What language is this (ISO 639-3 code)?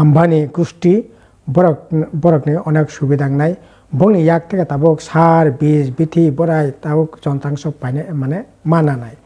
trp